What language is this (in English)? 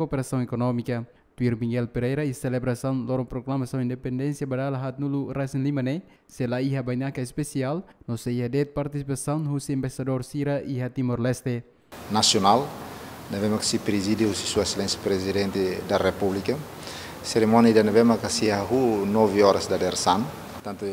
Tetum